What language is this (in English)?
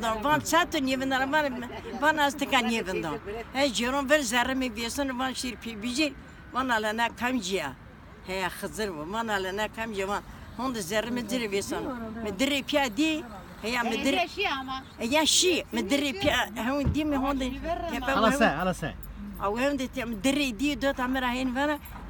Zaza